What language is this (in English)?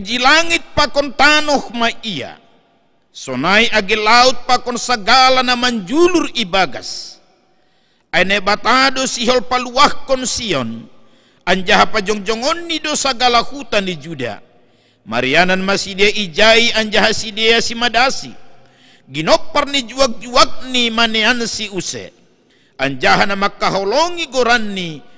Batak Simalungun